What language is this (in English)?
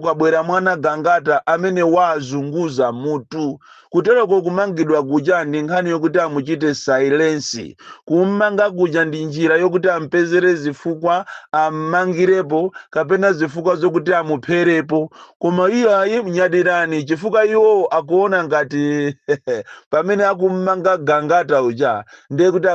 Nyanja